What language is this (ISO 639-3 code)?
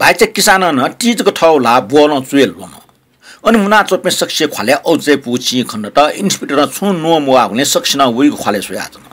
new